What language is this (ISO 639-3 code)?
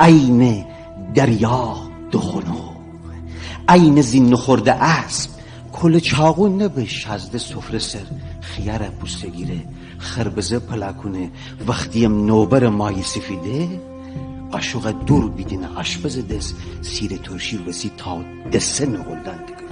glk